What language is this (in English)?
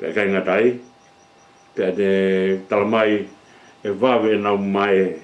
Tongan